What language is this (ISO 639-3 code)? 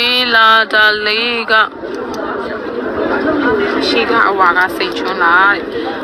mya